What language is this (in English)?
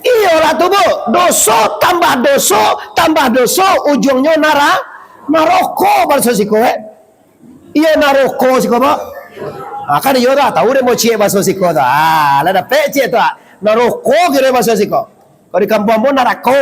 Minangkabau